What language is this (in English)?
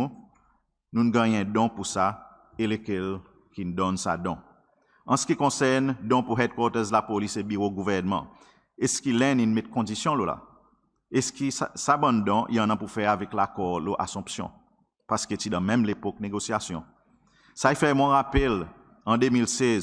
Seselwa Creole French